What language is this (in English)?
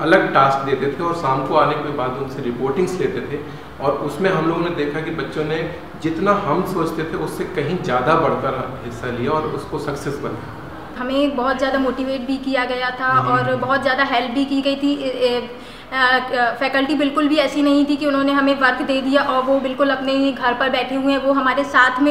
Hindi